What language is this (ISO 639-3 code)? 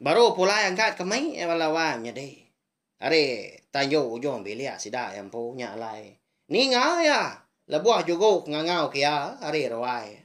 iba